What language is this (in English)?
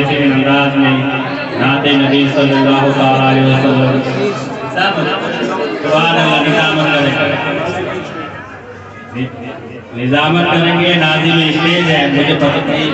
Urdu